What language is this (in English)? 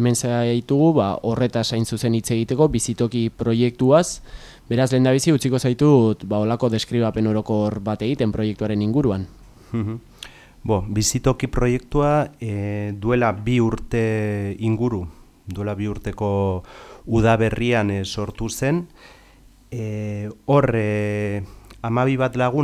Basque